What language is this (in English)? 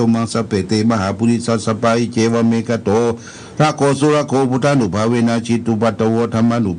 Pali